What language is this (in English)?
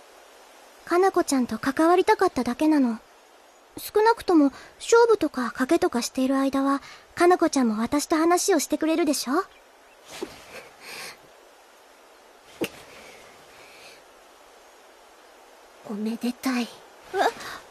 Japanese